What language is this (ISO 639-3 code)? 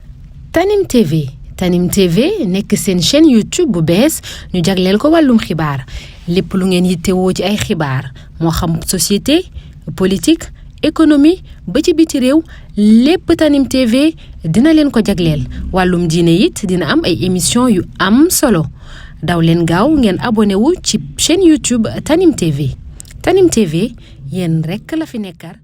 wol